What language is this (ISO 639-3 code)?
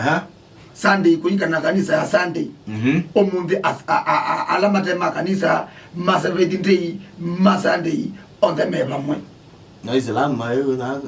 kam